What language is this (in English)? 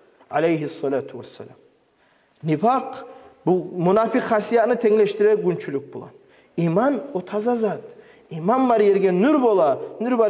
Kumyk